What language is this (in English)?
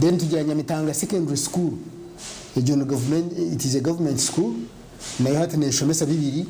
Nyankole